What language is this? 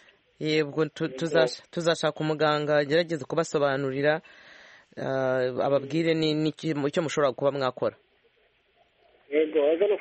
Kinyarwanda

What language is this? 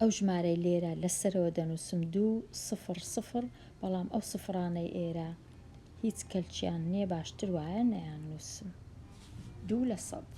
Central Kurdish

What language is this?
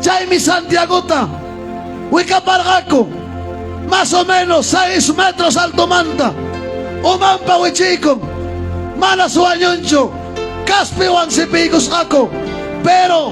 Ayacucho Quechua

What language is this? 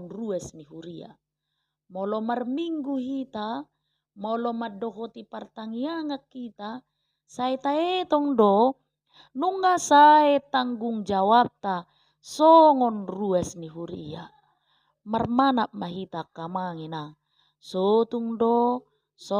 Batak Toba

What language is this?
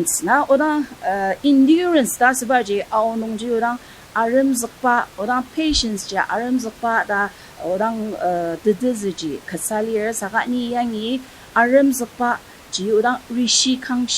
Ao Naga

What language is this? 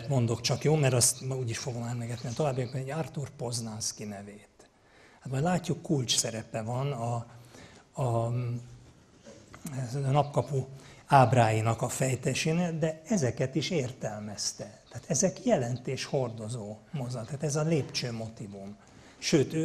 Hungarian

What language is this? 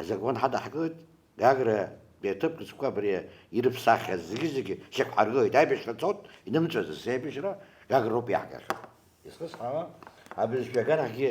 Abkhazian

